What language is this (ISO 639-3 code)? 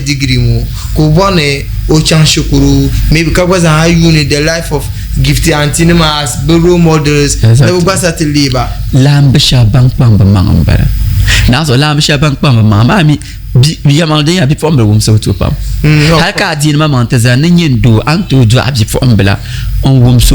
dag